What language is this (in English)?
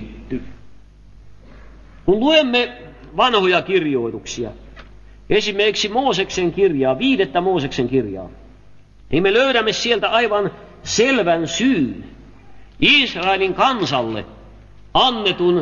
Finnish